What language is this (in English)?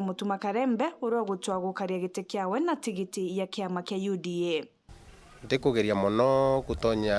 Meru